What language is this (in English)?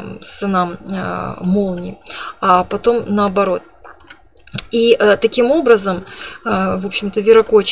Russian